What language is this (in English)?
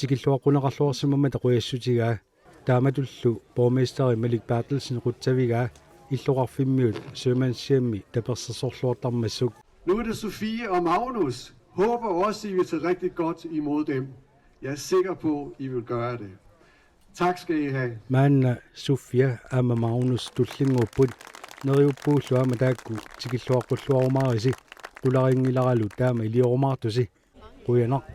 Kalaallisut